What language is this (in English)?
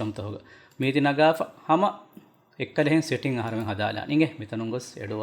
Divehi